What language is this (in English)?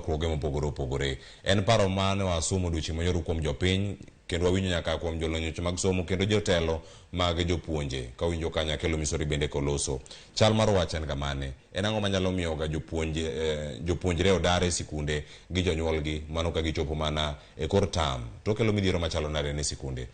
Luo (Kenya and Tanzania)